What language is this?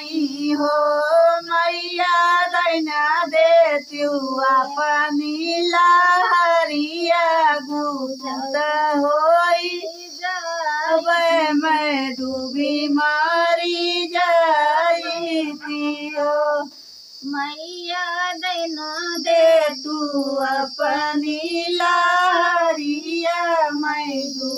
Bhojpuri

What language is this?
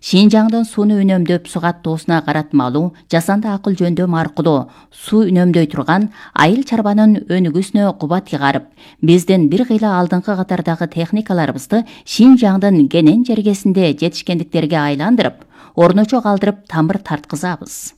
Kyrgyz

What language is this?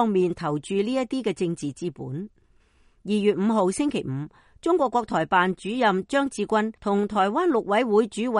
Cantonese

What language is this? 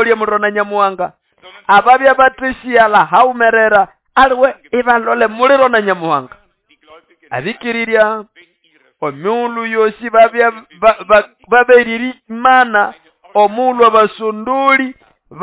Nande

